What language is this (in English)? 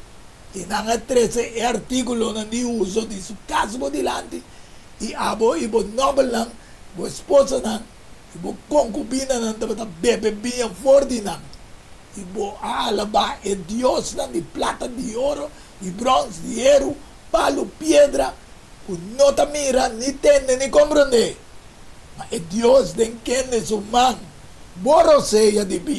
Papiamento